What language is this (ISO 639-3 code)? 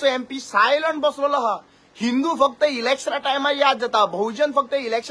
kok